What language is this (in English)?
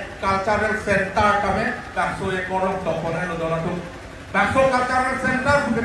Karbi